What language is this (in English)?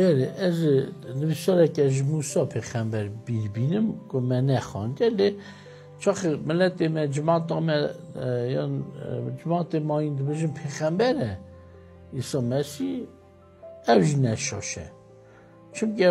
Kurdish